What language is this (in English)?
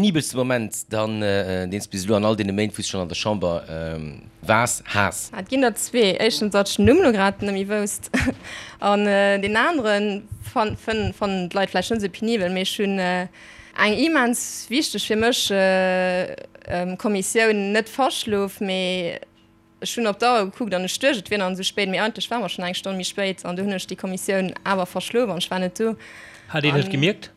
Luxembourgish